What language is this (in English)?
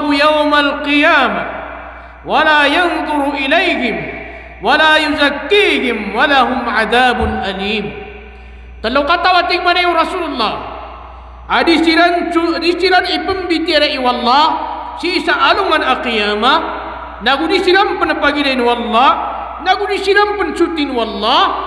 Maranao